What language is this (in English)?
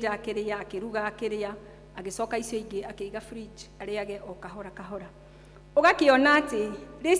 Kikuyu